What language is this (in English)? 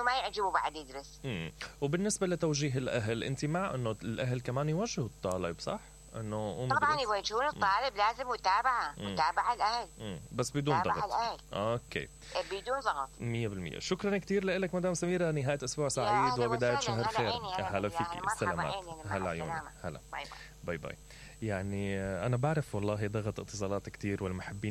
Mesopotamian Arabic